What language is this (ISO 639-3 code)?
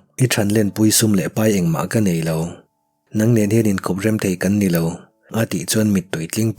lus